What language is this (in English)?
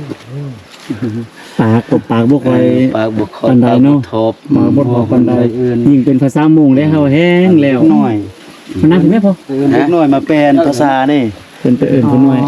Lao